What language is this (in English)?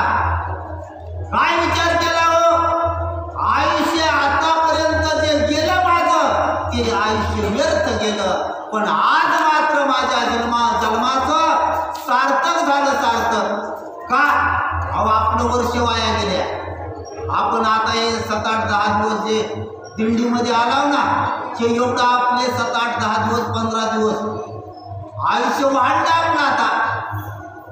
Marathi